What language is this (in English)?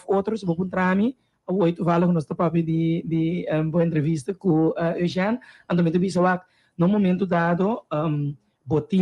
Papiamento